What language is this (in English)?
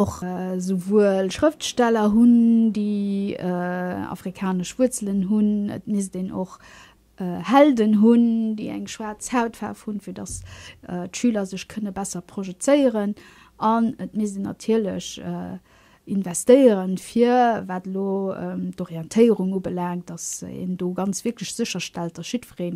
Luxembourgish